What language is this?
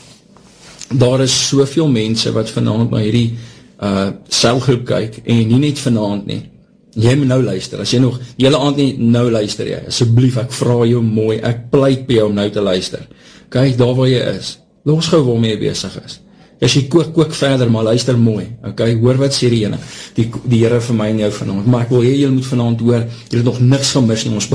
Afrikaans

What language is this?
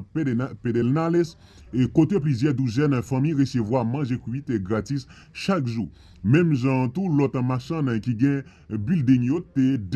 Haitian Creole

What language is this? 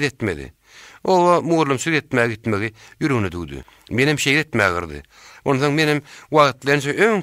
Turkmen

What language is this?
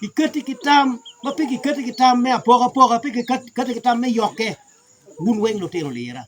Acoli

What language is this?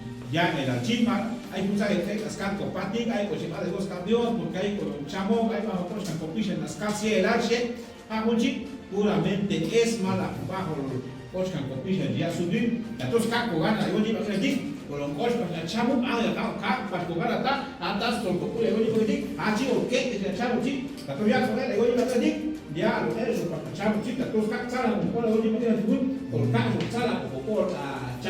Chuj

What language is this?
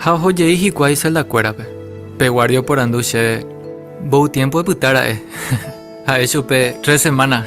Guarani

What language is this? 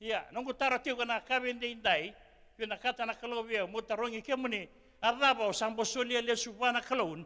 Fijian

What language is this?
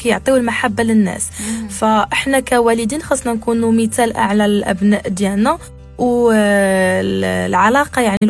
Moroccan Arabic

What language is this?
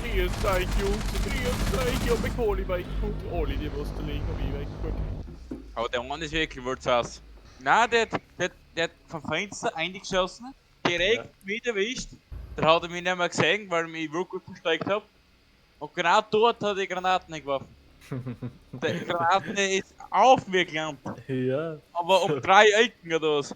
Bavarian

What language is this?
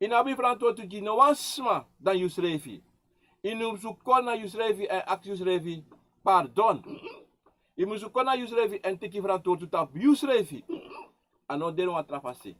Sranan Tongo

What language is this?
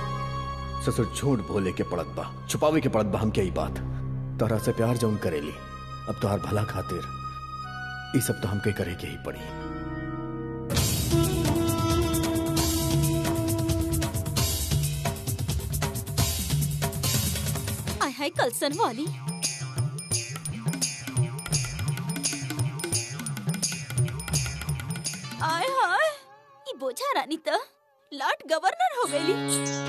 Bhojpuri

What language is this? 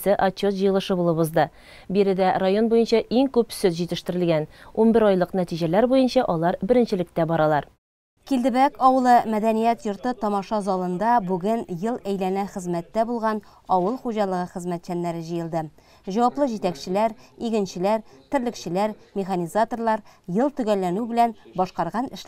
Tatar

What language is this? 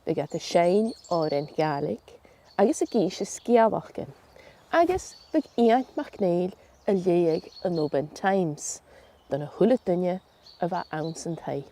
Scottish Gaelic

